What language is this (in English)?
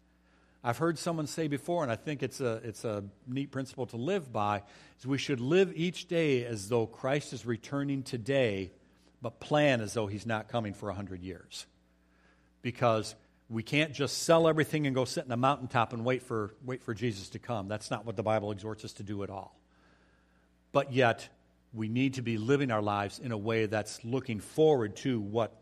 English